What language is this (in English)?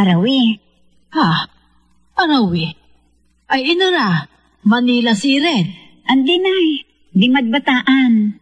Pangasinan